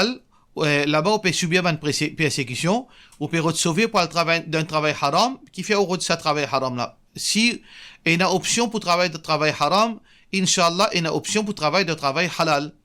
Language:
Morisyen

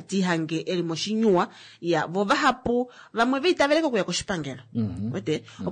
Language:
Kuanyama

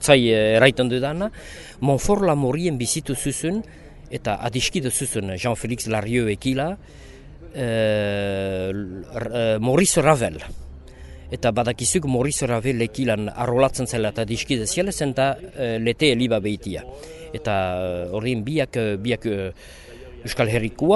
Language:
Basque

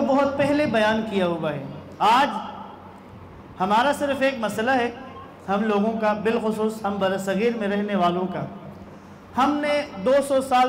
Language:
Urdu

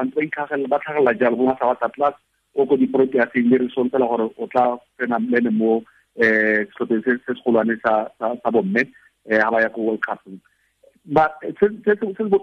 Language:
Tswana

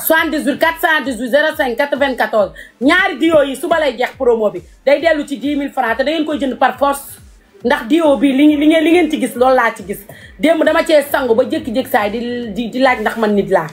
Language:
Wolof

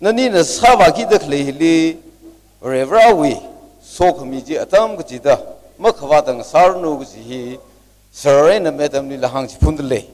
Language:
Tangkhul Naga (India)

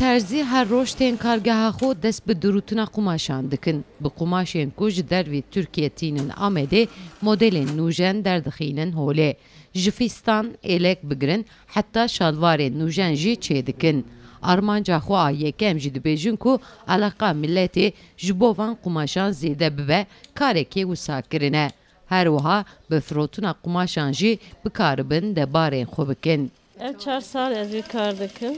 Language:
Kurdish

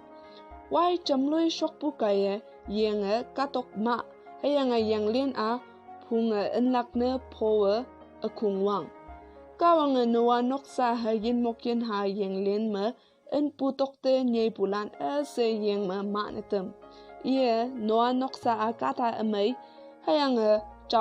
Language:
Konyak Naga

